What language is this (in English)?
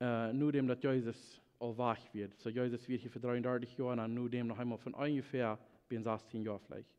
Plautdietsch